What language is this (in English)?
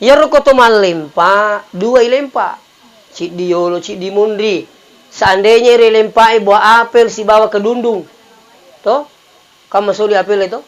Buginese